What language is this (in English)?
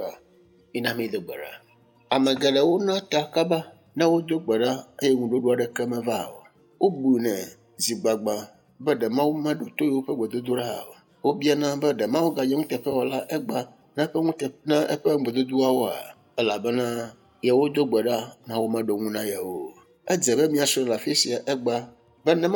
Ewe